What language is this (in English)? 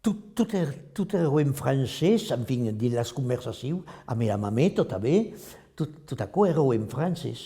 Occitan